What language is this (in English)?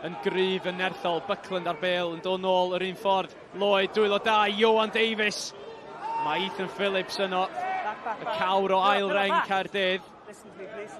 Welsh